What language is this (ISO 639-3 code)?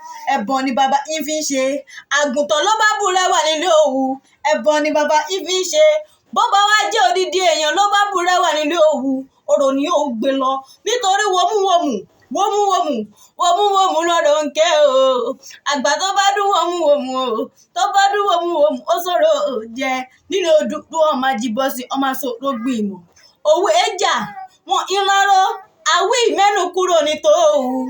yor